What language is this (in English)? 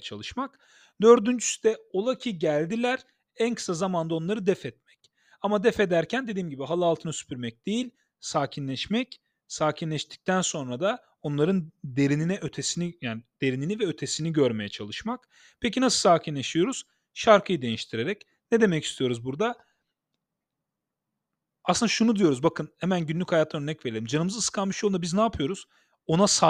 Turkish